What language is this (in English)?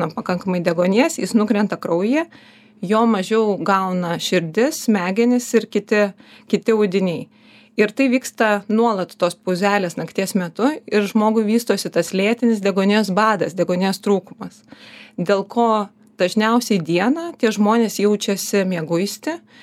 Lithuanian